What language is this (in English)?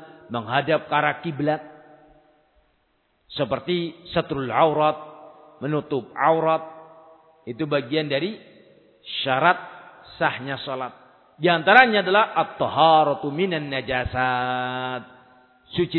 Indonesian